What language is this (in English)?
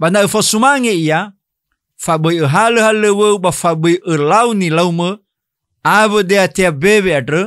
Nias